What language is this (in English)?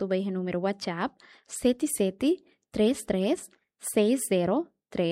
Tetum